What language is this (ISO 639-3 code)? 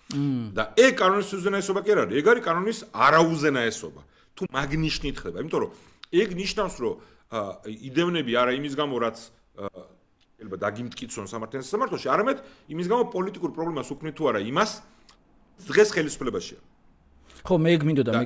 kat